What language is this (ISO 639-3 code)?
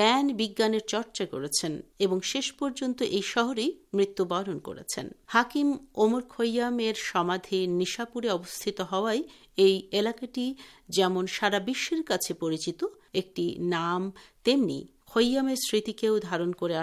ben